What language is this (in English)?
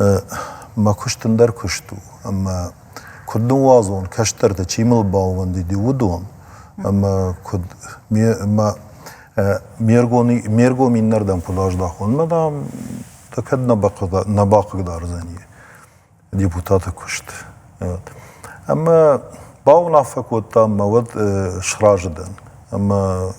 Ossetic